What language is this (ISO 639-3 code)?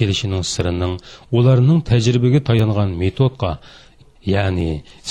uig